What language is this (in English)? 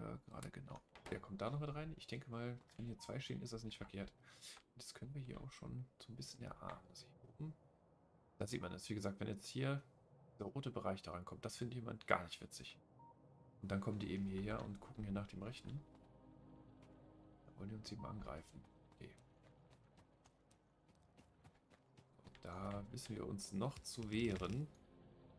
German